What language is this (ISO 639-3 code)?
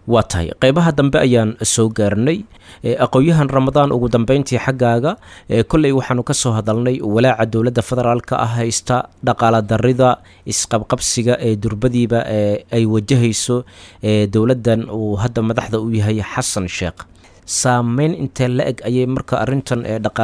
som